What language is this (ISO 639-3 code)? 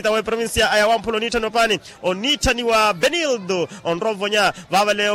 vmw